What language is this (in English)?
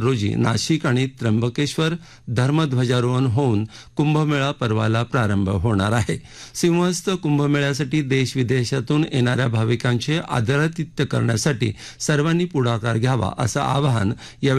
Marathi